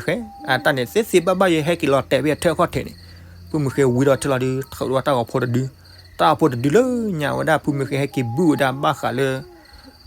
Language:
S'gaw Karen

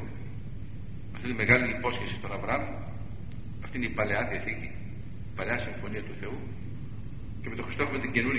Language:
Greek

